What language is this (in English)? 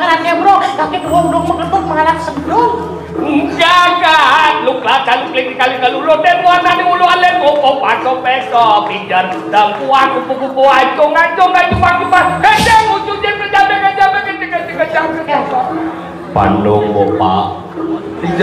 Balinese